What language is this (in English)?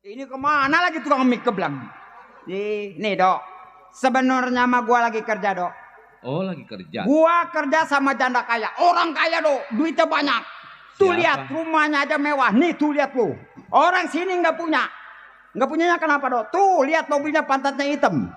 Betawi